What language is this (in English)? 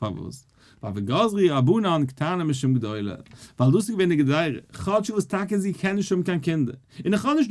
Yiddish